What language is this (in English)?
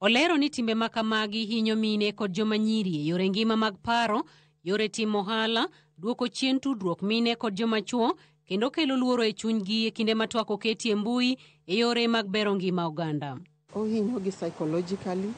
Luo (Kenya and Tanzania)